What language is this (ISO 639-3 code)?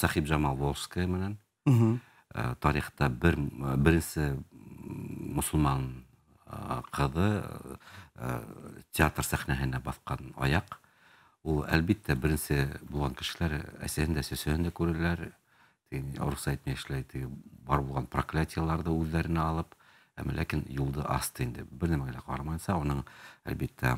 bak